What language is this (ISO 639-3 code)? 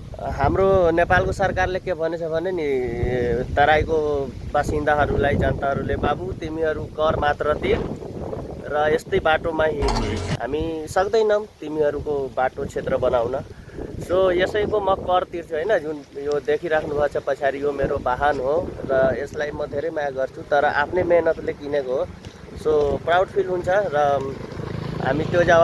nep